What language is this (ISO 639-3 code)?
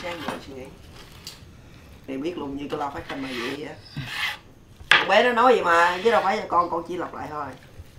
vie